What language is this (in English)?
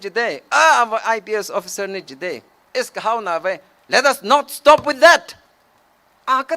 Tangkhul Naga (India)